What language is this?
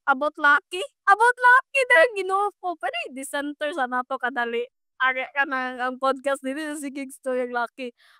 Cebuano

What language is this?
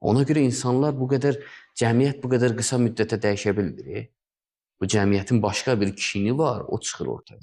Azerbaijani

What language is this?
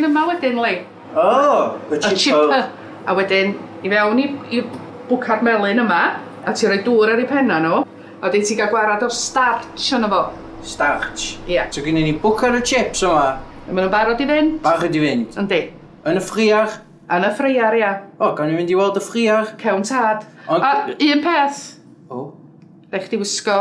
Welsh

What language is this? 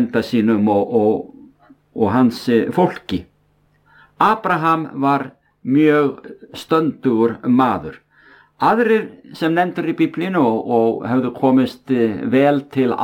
Icelandic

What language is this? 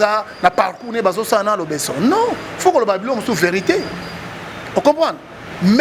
Lingala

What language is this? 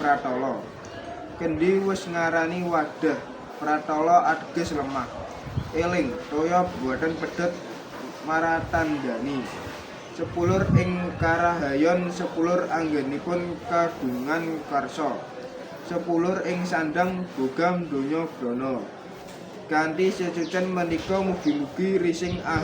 Javanese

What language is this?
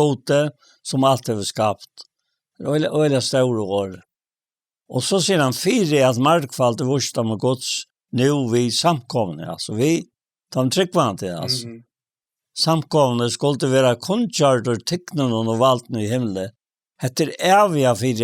Faroese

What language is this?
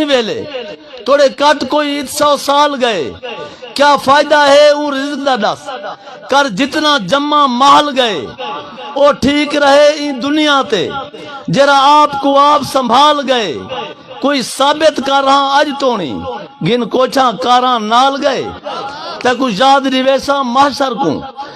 Saraiki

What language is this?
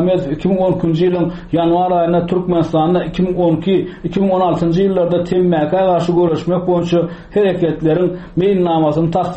Turkmen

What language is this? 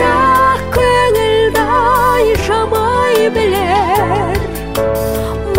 Kazakh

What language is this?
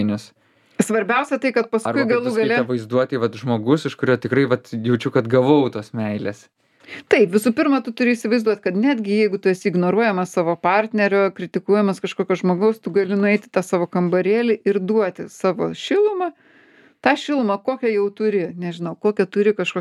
Lithuanian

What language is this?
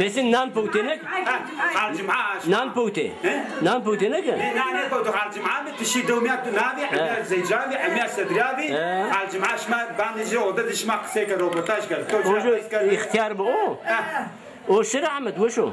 Zaza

